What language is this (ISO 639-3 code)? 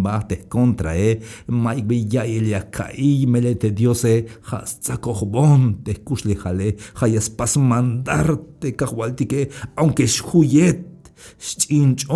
tzh